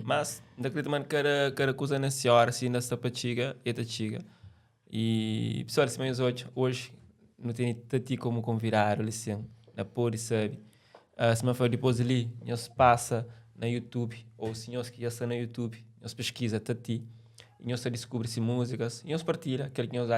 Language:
Kabuverdianu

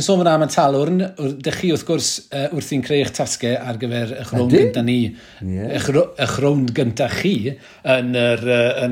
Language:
Welsh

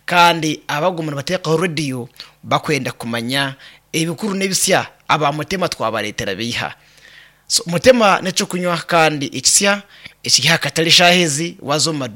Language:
Nyankole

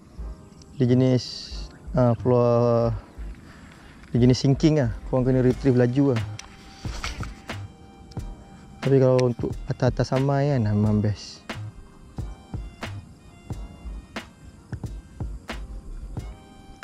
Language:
Malay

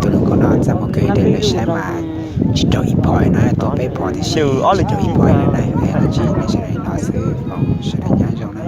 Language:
Hmong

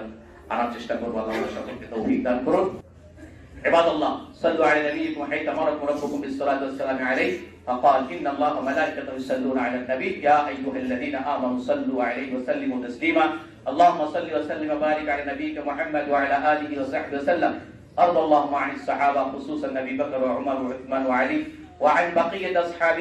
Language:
Bangla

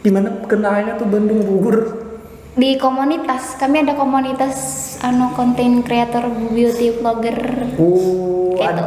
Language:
Banjar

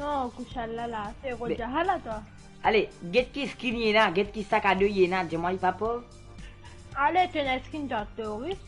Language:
Morisyen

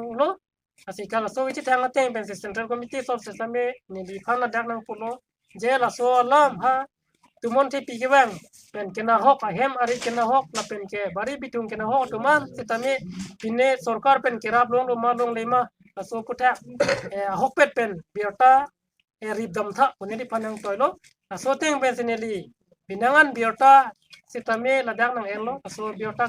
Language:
Karbi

